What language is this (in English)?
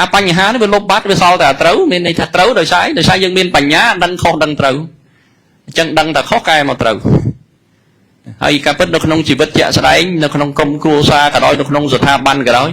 Khmer